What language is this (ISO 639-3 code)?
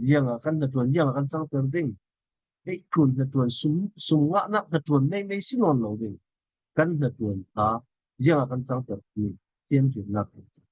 cfm